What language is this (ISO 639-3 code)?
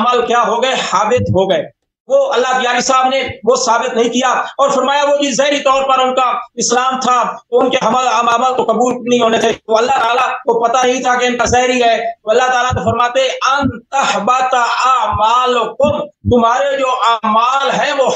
urd